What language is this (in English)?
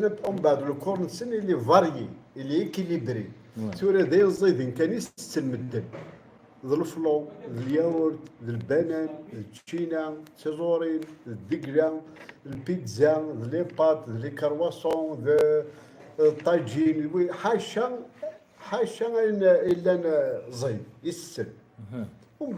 Kabyle